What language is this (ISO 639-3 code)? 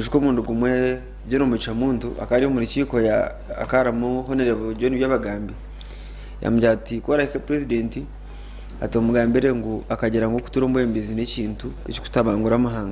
nyn